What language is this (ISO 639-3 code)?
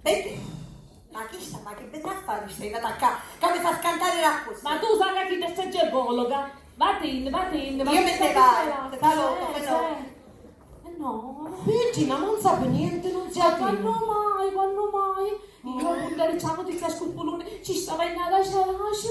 scn